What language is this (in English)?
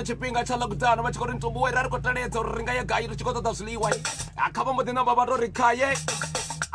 Venda